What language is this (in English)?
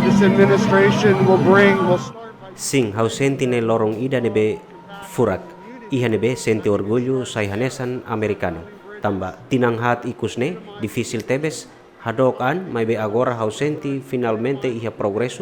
Tetum